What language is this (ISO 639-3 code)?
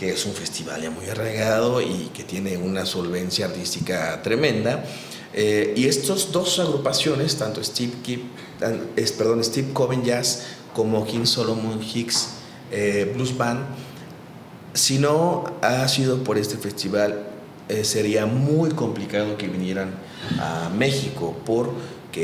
spa